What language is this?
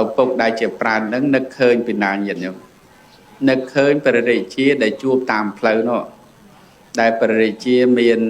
Khmer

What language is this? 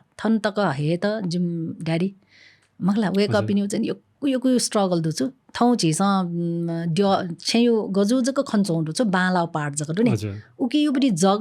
Newari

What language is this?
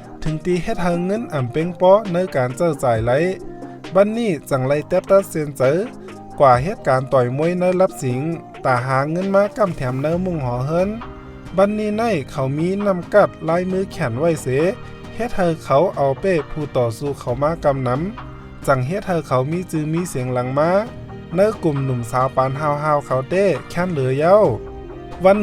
Shan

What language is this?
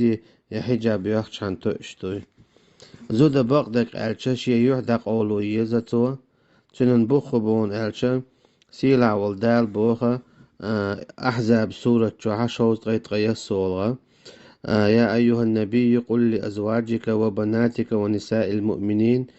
Chechen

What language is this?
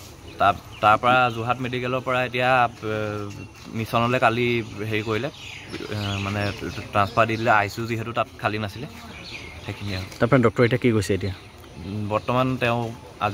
Assamese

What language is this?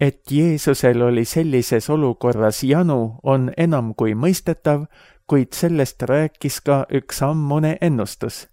Estonian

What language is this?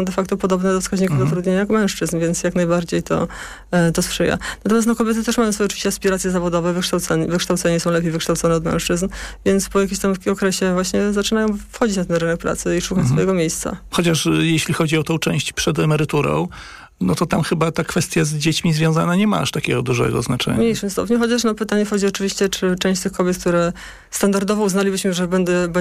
Polish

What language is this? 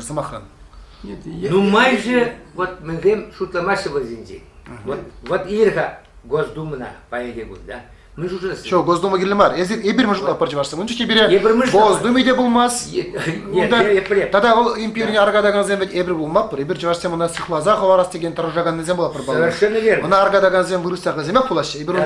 Chuvash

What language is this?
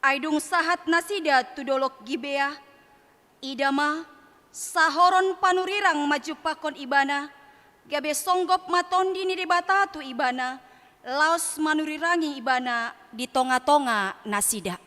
Batak Toba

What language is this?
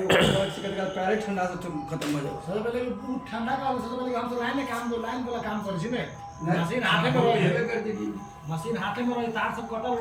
Maithili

